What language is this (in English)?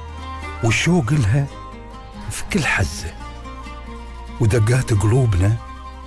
Arabic